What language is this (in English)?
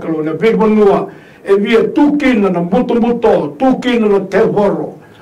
Fijian